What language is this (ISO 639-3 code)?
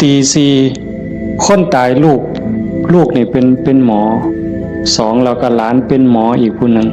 tts